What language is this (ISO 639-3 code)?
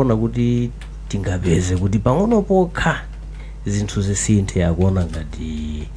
nya